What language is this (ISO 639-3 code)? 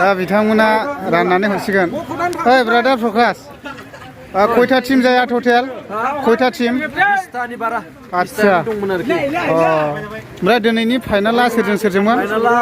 brx